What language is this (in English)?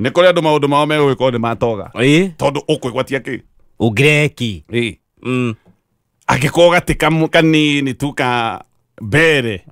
Kikuyu